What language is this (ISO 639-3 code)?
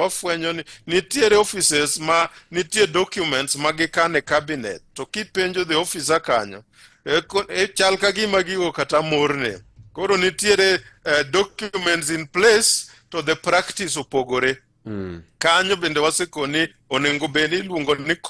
luo